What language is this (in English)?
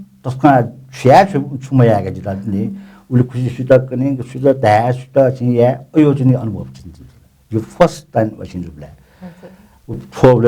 Newari